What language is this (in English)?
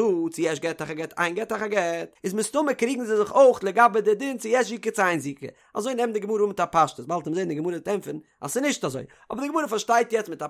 Yiddish